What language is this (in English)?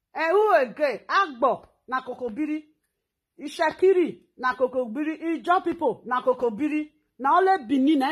Nigerian Pidgin